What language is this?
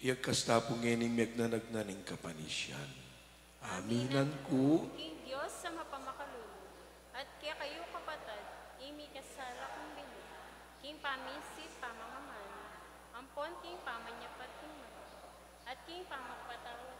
Pampanga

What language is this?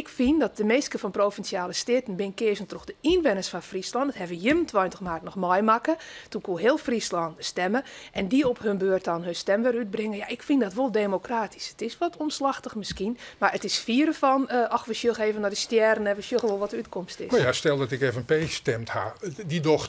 Western Frisian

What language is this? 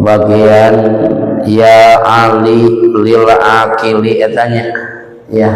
Sundanese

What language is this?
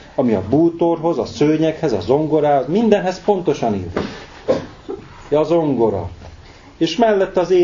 Hungarian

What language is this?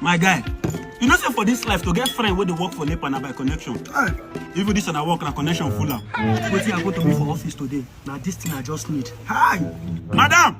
Nigerian Pidgin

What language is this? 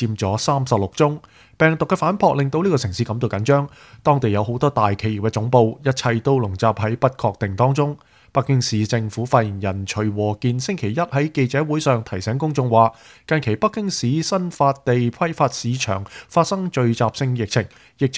Cantonese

